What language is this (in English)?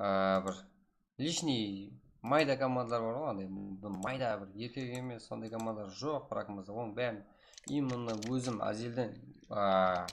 Kara-Kalpak